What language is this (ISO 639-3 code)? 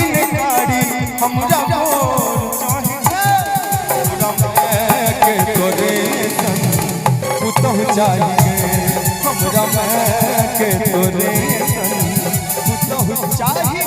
mai